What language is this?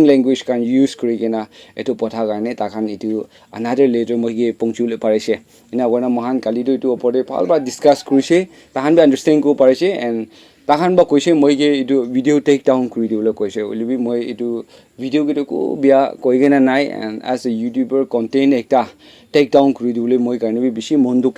Naga Pidgin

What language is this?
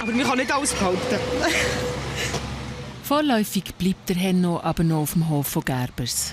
Swiss German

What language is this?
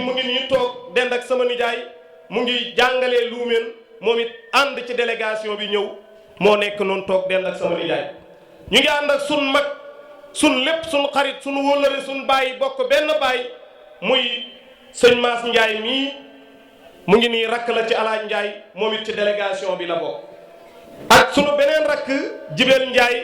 Wolof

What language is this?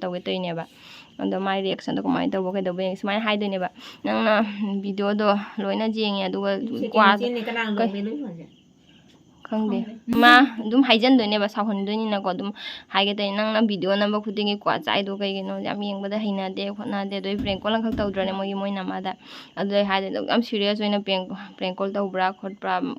Manipuri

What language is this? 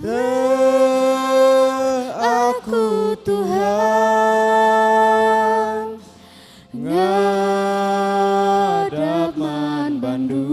Batak Karo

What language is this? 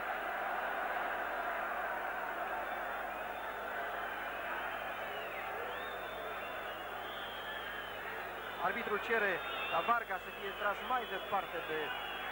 Romanian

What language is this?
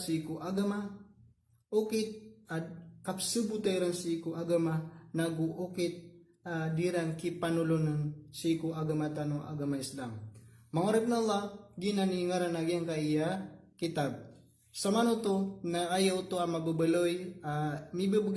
Maranao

